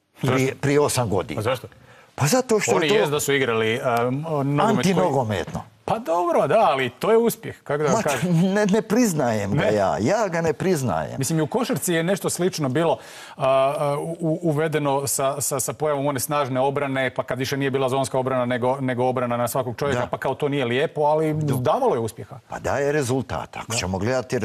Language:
Bosnian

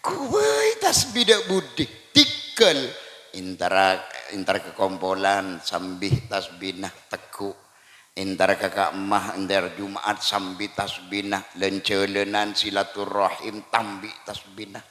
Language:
Madurese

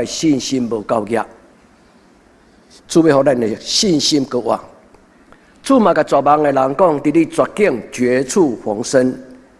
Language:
Min Nan Chinese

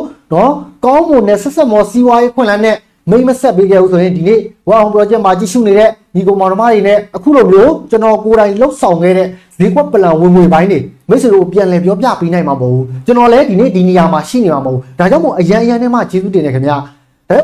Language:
Burmese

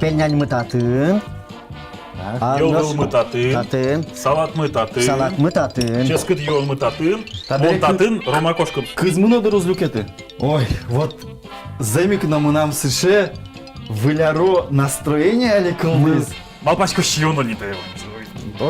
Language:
Udmurt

